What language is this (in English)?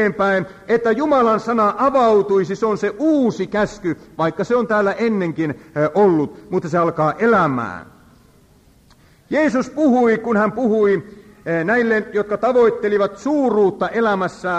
Finnish